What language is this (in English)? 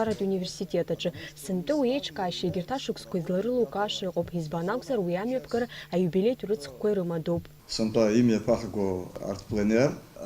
Abkhazian